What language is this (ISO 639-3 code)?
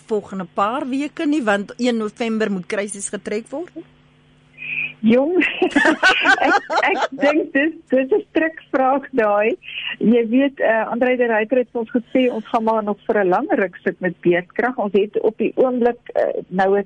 afr